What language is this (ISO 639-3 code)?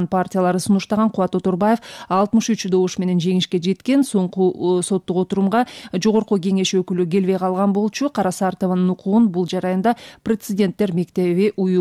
kir